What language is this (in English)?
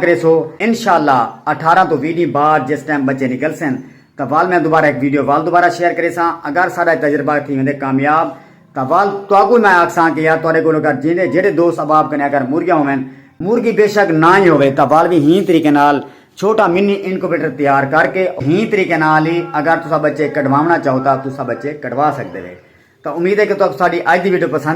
Saraiki